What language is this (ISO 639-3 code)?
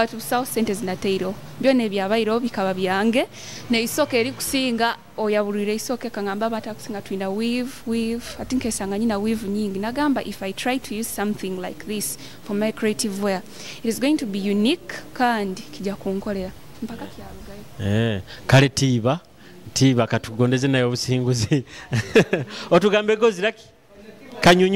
nyo